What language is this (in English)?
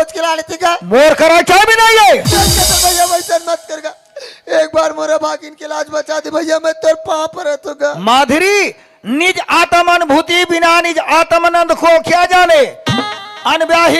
Chhattisgarhi